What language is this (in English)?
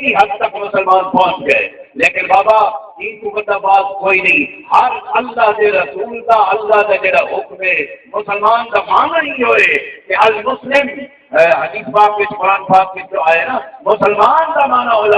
Saraiki